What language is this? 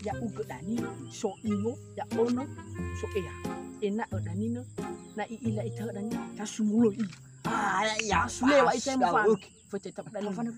Nias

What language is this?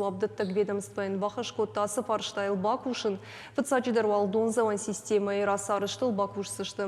Ossetic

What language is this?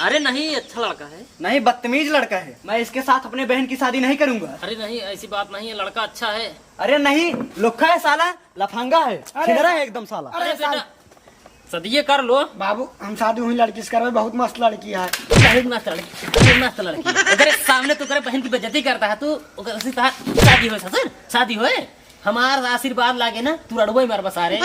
Awadhi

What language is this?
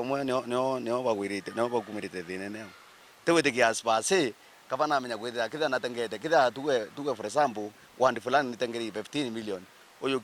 Meru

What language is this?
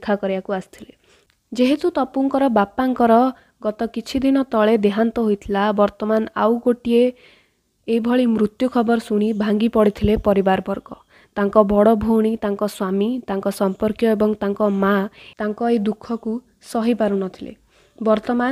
Odia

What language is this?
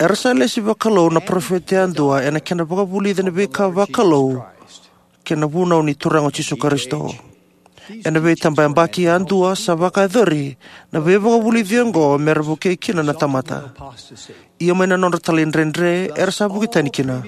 Fijian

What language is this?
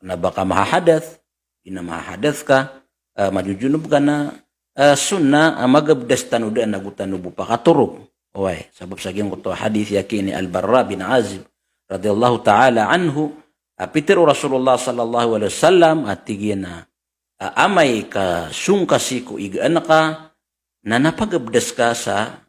Maranao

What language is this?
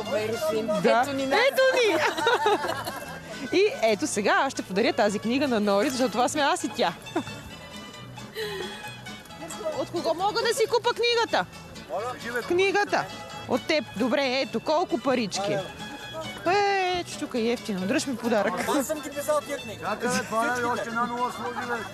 Bulgarian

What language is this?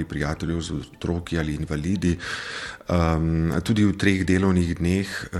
Slovenian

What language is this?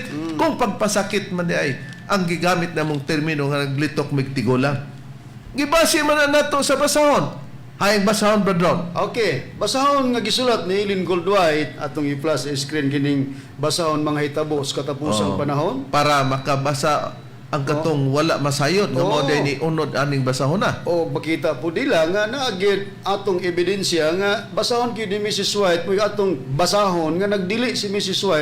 Cebuano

